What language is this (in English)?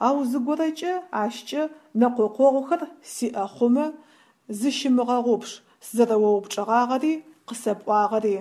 Adyghe